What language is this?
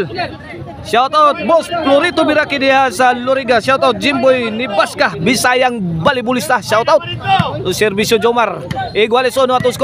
Cebuano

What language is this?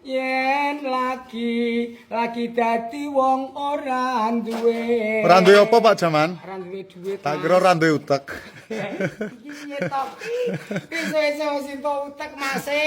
Javanese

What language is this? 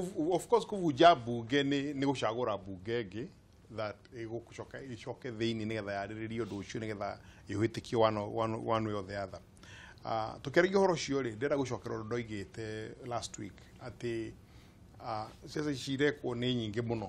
Kikuyu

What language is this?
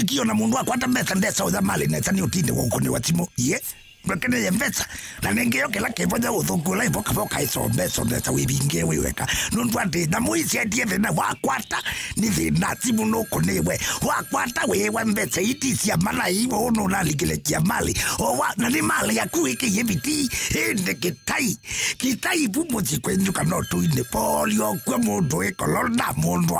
Kamba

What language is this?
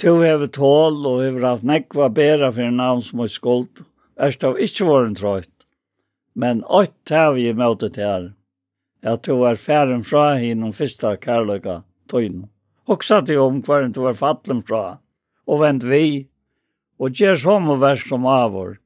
Faroese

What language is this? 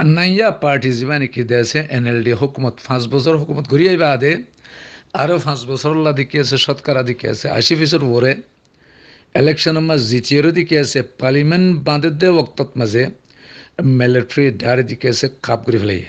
Rohingya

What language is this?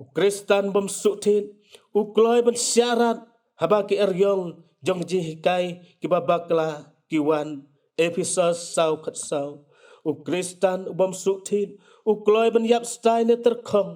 Khasi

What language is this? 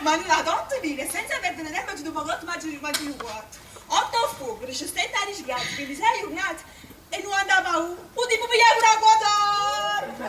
Neapolitan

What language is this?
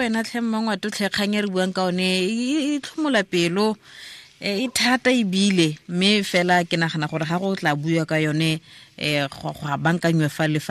Tswana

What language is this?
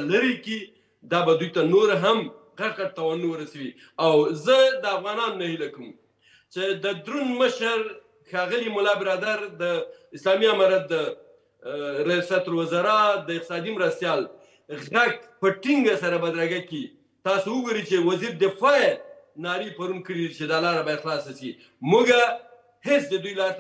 Pashto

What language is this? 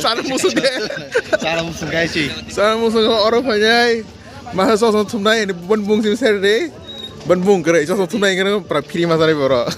Kok Borok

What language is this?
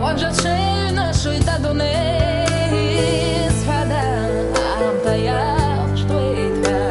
Abkhazian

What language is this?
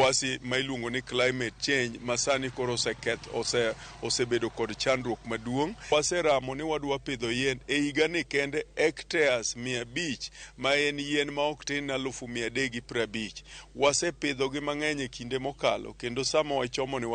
Luo (Kenya and Tanzania)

